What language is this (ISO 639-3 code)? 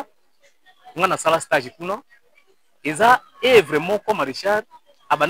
lin